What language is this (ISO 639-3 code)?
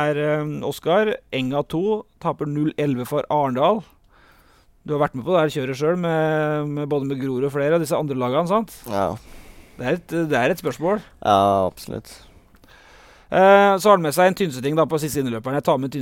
nor